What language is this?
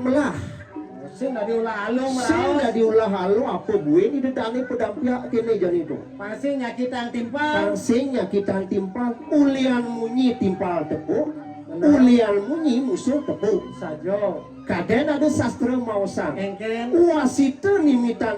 Balinese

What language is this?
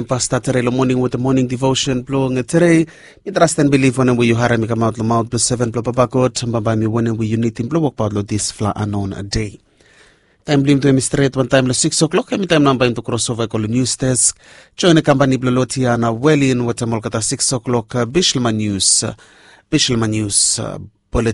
Bislama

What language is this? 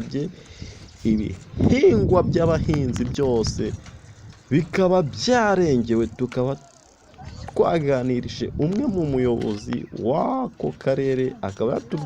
Kinyarwanda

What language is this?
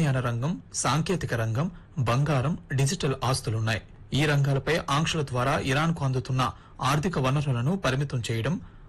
Telugu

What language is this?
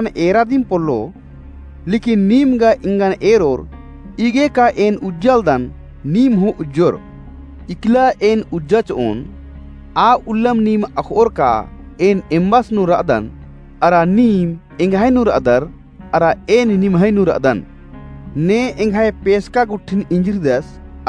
Kurukh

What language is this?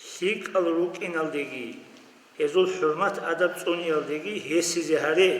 Avaric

